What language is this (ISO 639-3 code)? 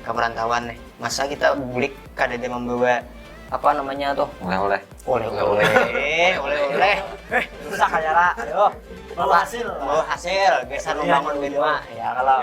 bjn